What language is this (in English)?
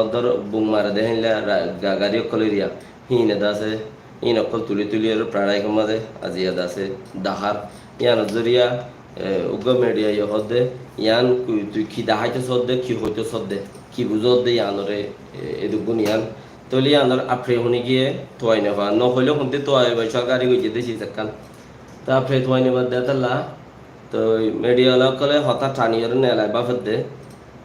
Rohingya